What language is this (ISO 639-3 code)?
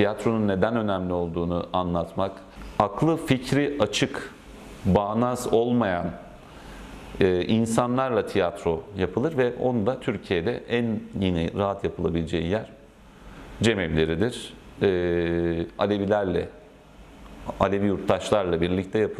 tur